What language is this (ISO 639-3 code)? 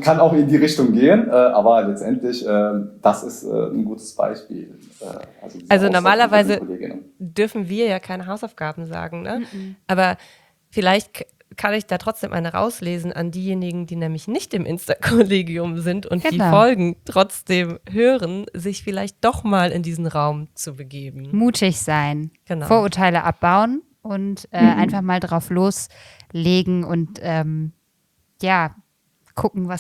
deu